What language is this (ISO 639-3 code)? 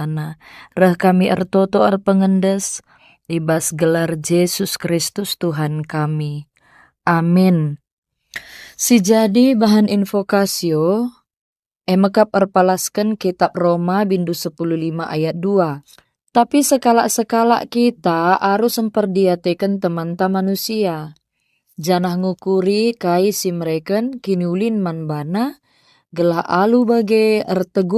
btx